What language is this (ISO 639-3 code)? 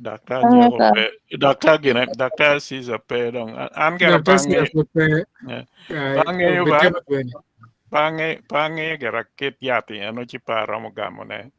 ach